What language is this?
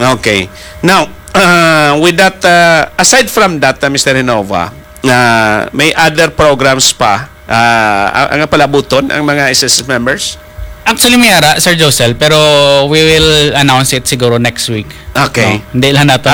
Hiligaynon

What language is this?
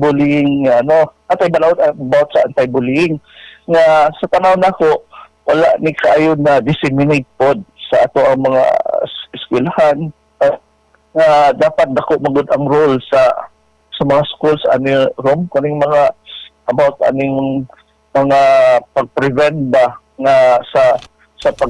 Cebuano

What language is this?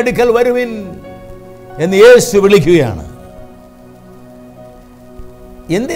Malayalam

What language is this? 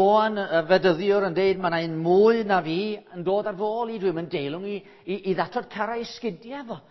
Welsh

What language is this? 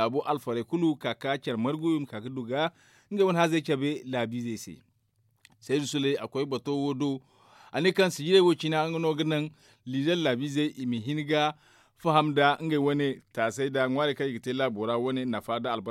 Zarma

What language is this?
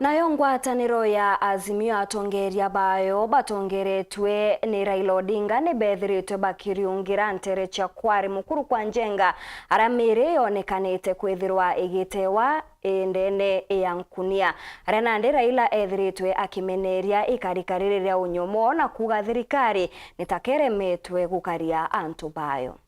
Meru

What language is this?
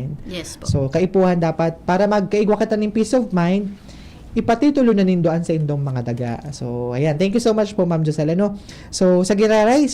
Bikol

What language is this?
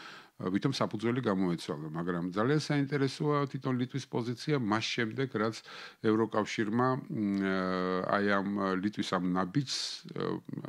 Georgian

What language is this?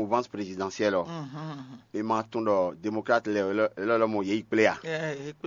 Fon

